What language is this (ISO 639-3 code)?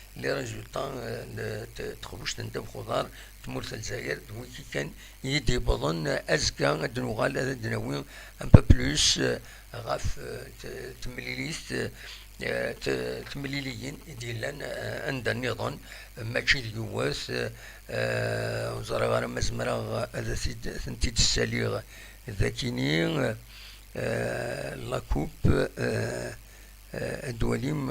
kab